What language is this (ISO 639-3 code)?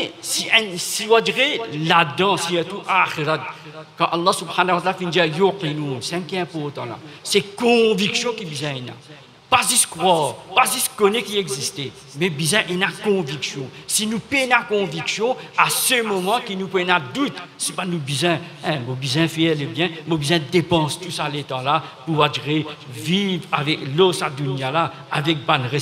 mfe